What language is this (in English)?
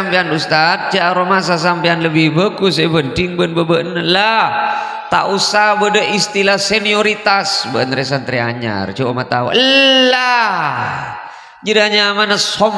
Madurese